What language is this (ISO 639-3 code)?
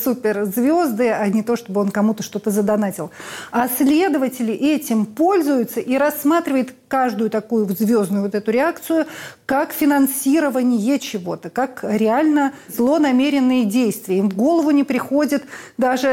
rus